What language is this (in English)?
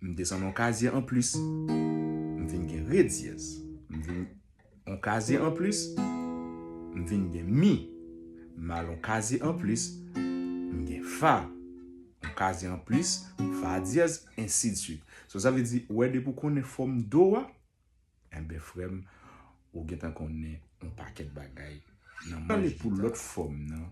Haitian Creole